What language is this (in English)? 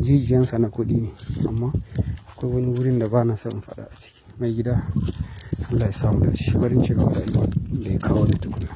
Hausa